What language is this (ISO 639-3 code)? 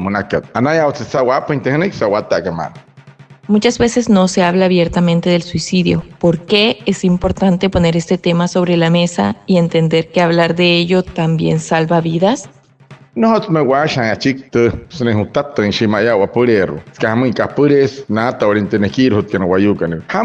guc